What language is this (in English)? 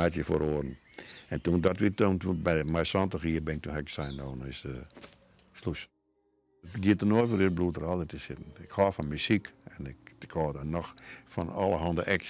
Western Frisian